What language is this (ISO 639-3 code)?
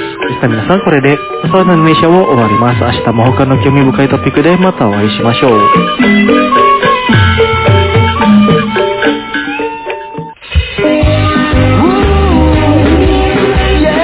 jpn